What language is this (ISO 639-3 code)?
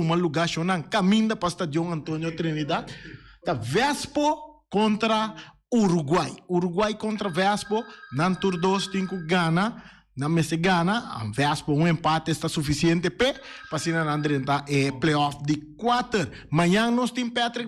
pap